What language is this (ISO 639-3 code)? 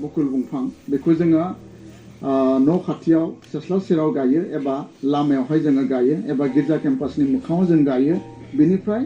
brx